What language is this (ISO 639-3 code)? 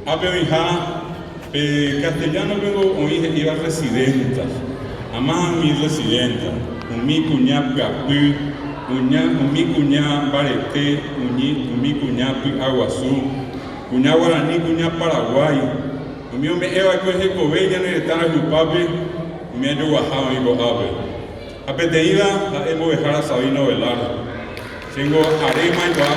grn